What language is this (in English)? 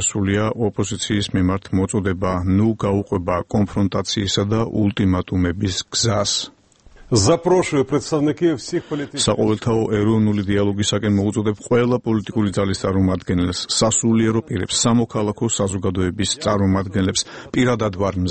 Georgian